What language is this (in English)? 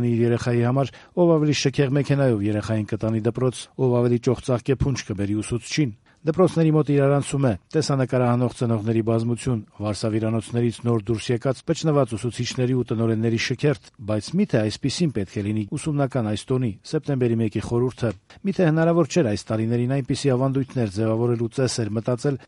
Armenian